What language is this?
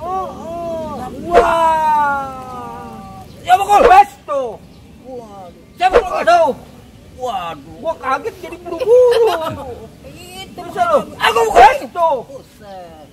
Betawi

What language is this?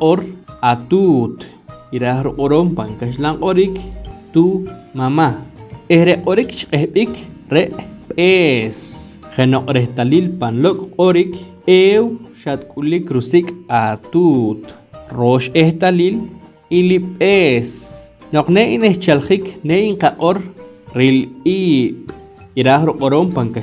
Poqomchi'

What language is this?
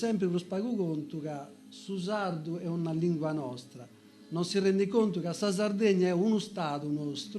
Sardinian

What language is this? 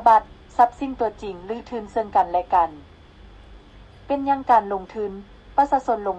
Lao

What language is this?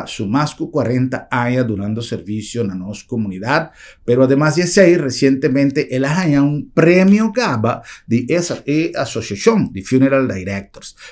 Papiamento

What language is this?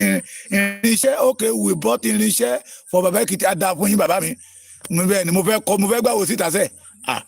Yoruba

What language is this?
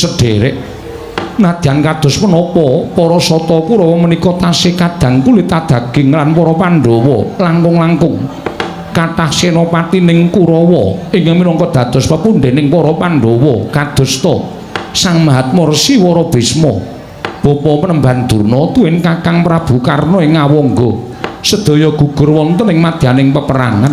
Javanese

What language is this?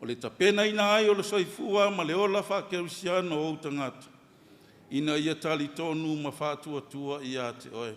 Samoan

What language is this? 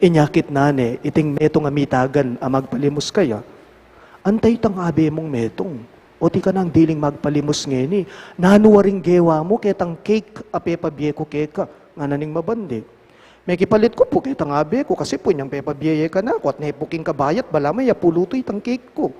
Pampanga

